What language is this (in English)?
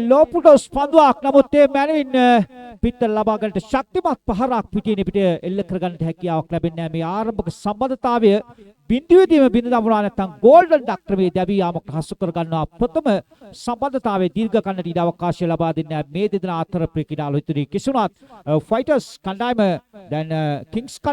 Sinhala